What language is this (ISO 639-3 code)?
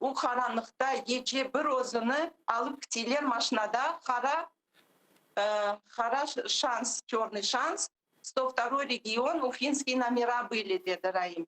crh